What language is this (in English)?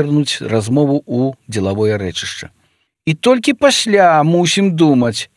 Belarusian